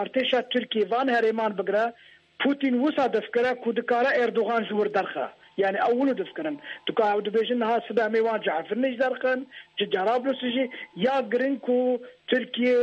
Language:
Kurdish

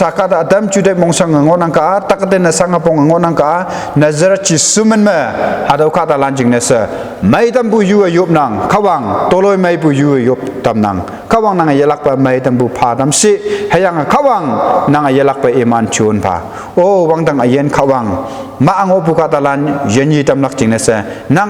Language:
Konyak Naga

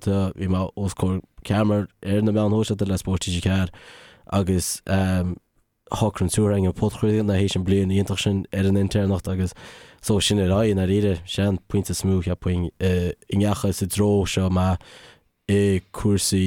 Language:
Irish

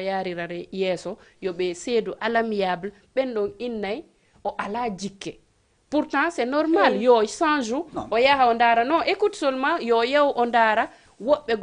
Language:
Fula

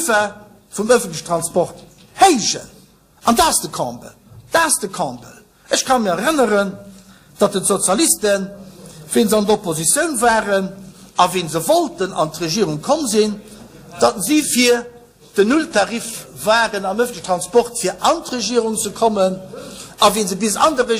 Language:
Luxembourgish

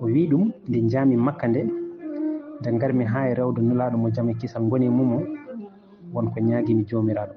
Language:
Fula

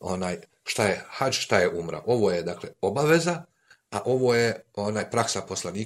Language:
Bosnian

